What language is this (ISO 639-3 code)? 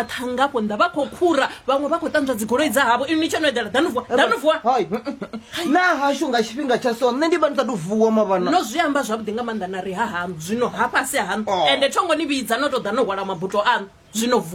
ven